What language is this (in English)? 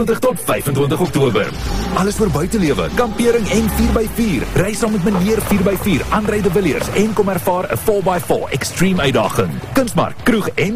Afrikaans